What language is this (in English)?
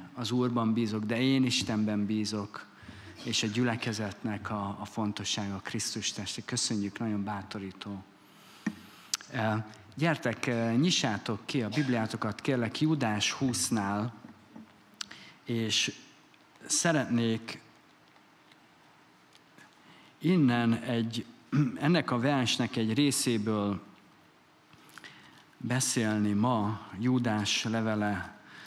Hungarian